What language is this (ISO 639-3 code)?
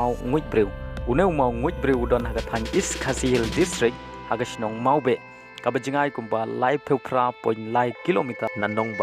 kha